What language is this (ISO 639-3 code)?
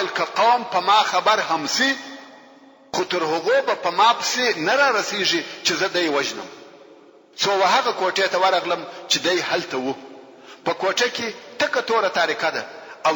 pus